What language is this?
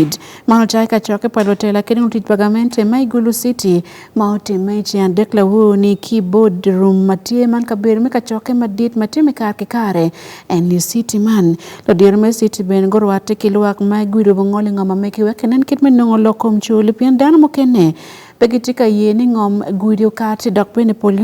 Acoli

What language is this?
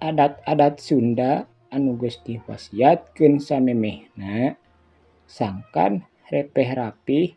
Sundanese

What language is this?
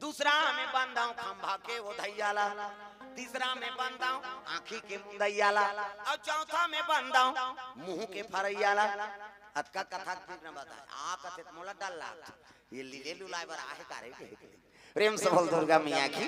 Chhattisgarhi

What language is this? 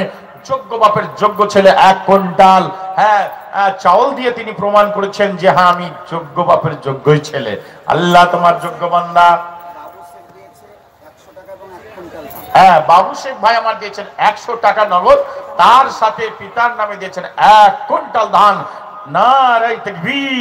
Bangla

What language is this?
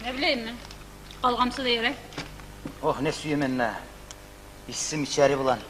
Kumyk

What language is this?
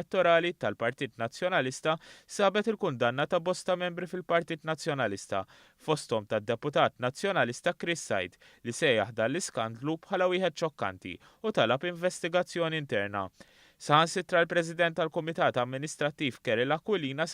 Maltese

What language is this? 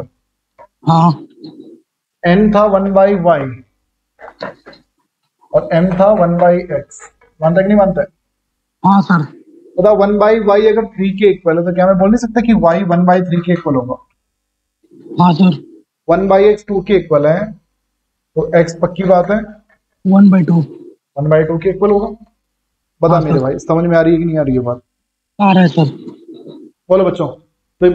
Hindi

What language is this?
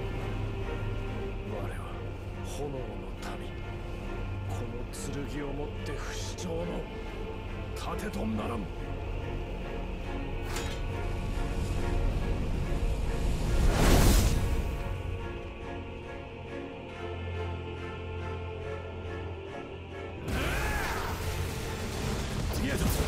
Japanese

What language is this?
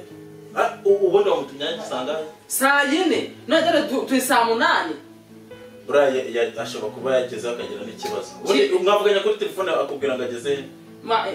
Kinyarwanda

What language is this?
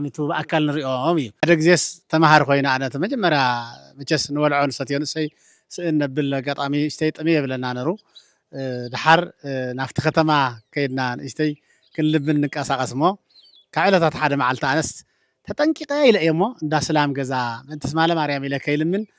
Tigrinya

